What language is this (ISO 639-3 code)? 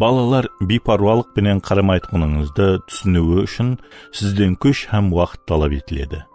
kaa